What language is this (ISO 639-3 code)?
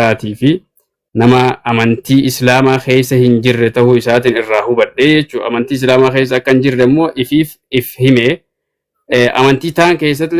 orm